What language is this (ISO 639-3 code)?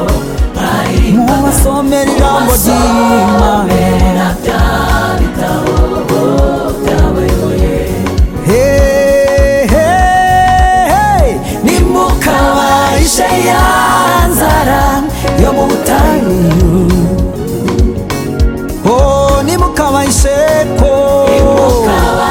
kin